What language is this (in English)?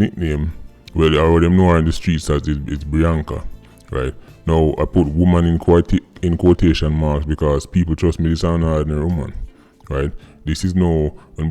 Jamaican Creole English